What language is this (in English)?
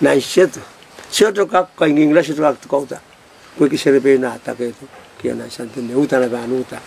Pohnpeian